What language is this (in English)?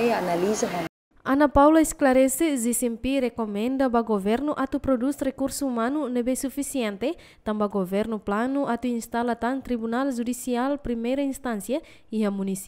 Tetum